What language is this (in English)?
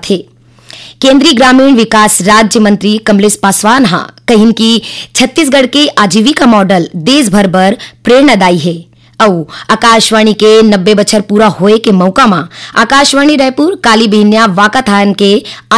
Chhattisgarhi